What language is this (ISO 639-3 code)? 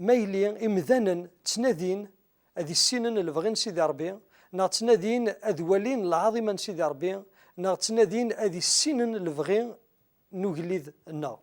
kab